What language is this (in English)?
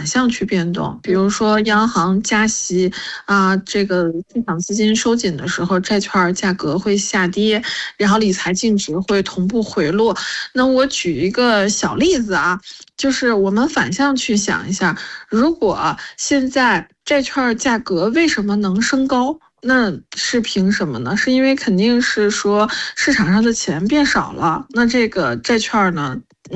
Chinese